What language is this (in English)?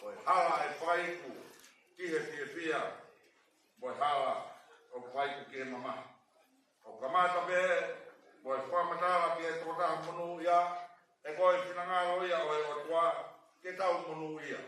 Tongan